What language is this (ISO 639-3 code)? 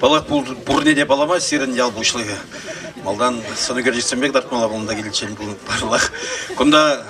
chv